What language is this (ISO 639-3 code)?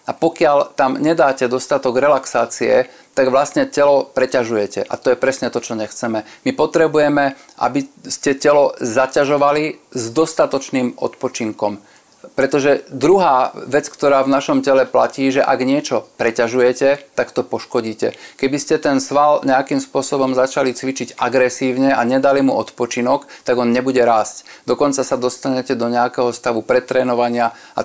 slk